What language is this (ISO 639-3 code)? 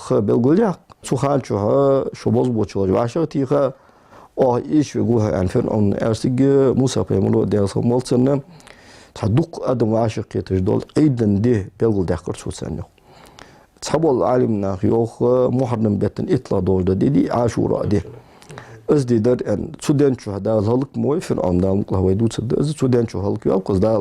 inh